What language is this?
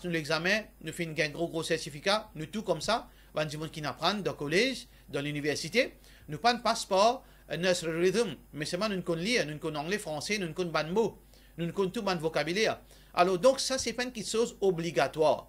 Morisyen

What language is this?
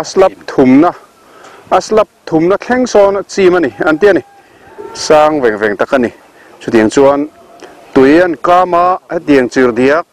Mizo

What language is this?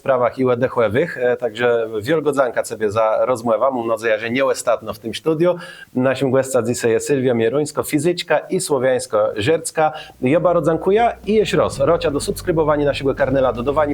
Kashubian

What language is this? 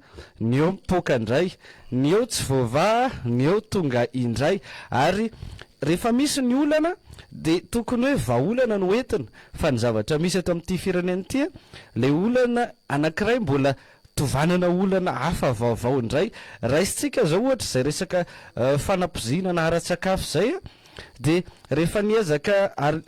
Malagasy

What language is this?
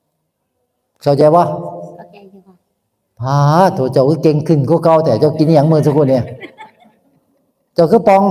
Northeastern Thai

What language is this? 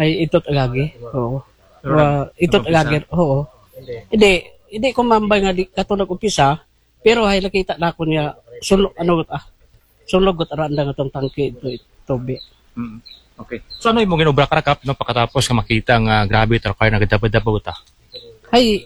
Aklanon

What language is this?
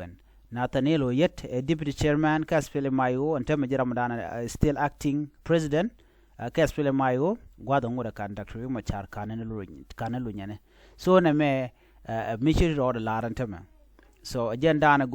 Nuer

